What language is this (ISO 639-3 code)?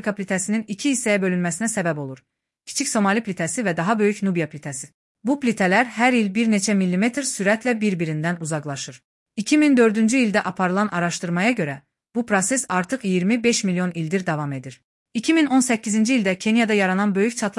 aze